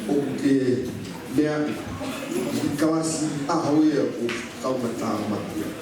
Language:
Tongan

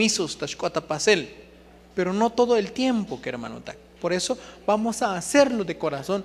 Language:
Tzotzil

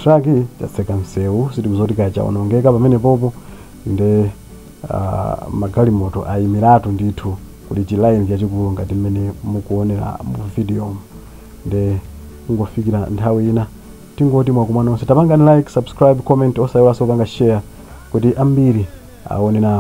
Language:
Nyanja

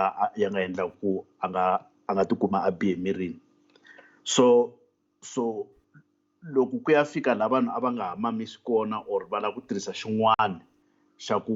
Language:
Tsonga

